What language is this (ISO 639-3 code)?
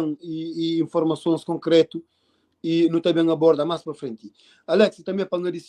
kea